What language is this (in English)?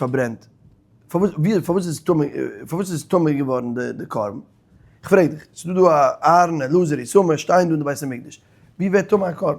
Yiddish